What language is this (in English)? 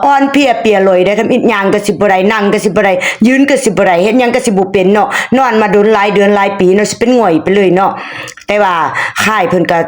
Lao